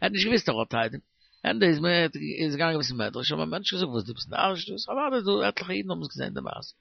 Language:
Yiddish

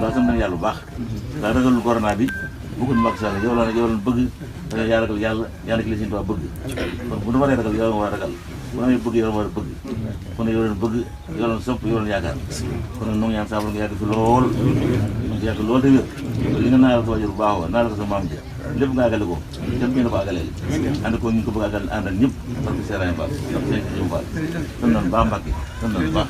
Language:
Wolof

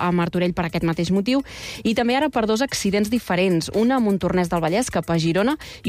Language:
Catalan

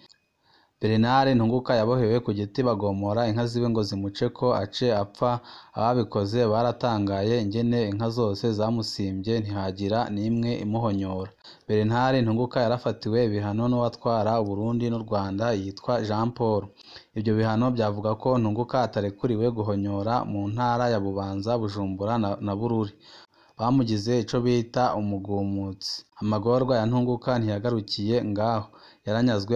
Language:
Rundi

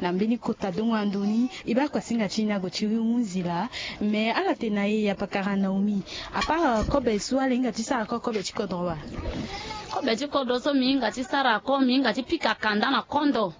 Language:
Sango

